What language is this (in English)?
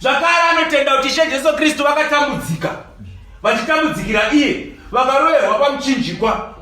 Shona